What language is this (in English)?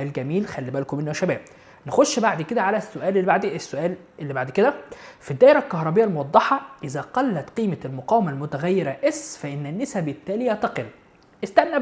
Egyptian Arabic